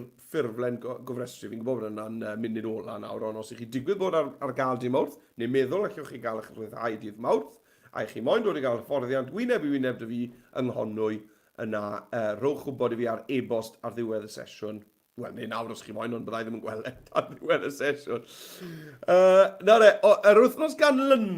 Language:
Welsh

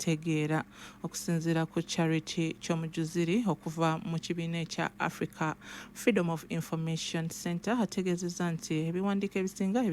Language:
Ganda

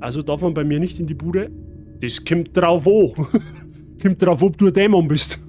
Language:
Bavarian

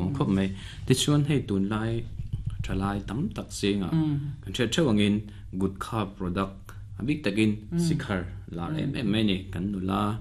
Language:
Mizo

